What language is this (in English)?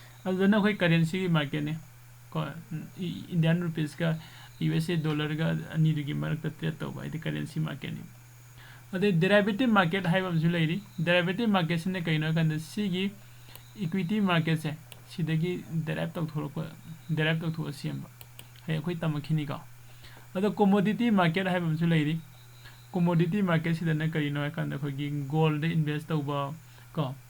Manipuri